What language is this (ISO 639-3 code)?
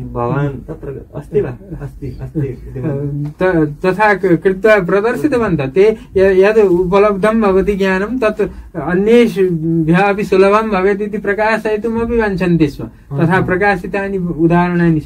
san